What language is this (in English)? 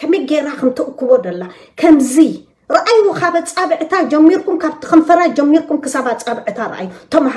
Tigrinya